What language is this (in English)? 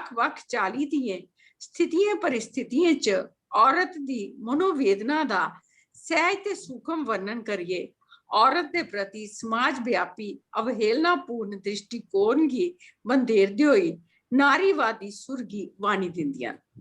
Dogri